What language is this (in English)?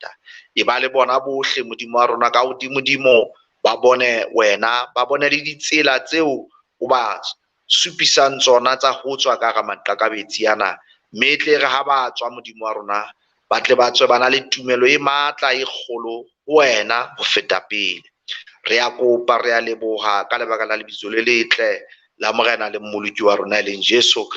Southern Sotho